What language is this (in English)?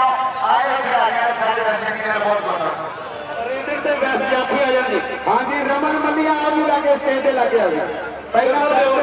Punjabi